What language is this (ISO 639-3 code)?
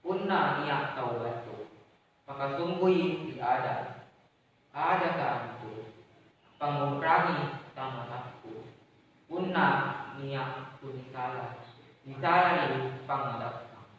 mak